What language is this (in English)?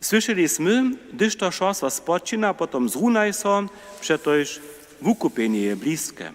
Upper Sorbian